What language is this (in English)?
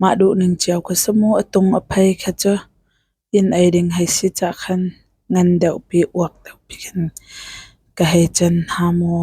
Hakha Chin